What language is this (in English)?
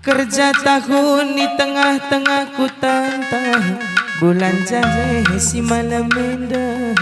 Batak Karo